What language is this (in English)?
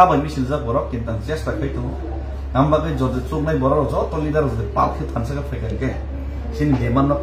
Kok Borok